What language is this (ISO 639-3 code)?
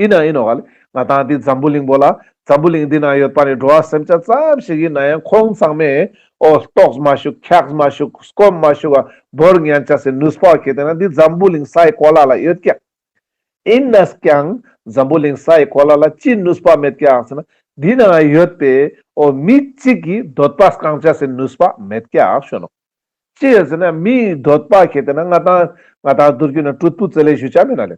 lbj